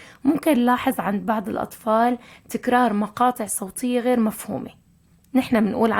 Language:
North Levantine Arabic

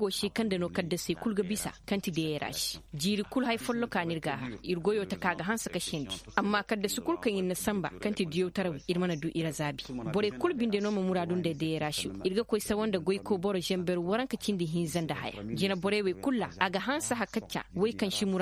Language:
Koyraboro Senni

